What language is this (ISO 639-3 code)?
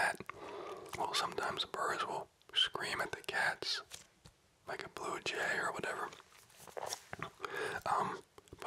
eng